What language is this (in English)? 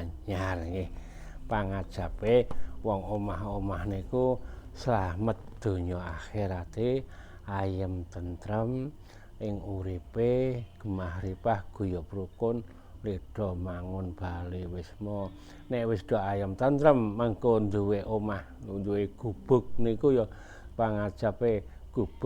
Javanese